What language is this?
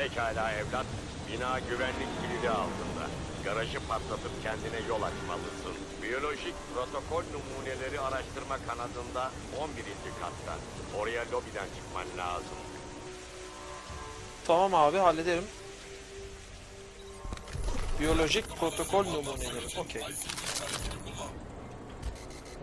Turkish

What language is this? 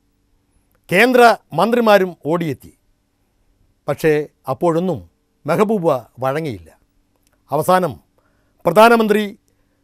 Malayalam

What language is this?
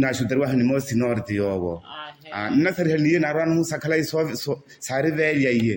Makhuwa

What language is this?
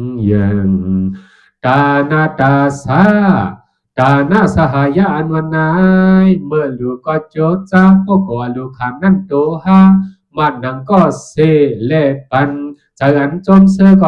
Shan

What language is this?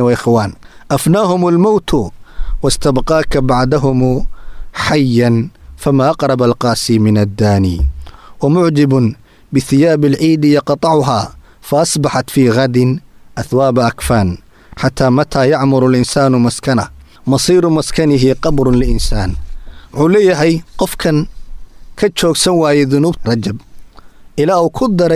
Somali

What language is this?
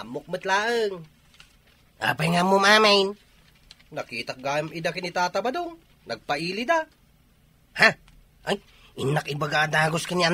Iloko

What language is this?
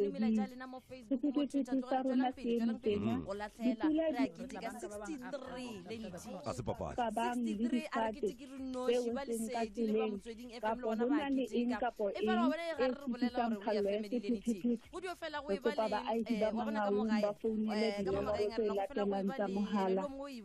Tswana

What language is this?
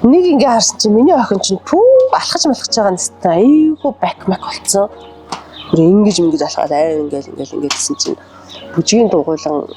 Mongolian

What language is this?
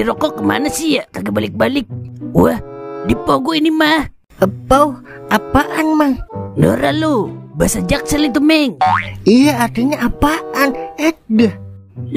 Betawi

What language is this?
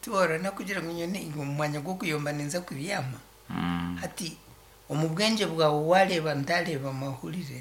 Nyankole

